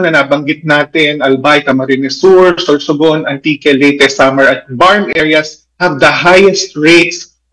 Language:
Filipino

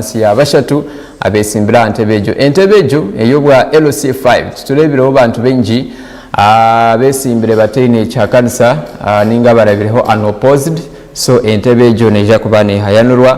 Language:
Nyankole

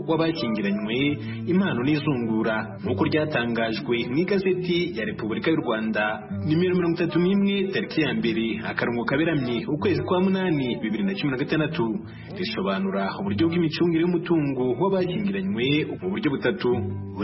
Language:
Kinyarwanda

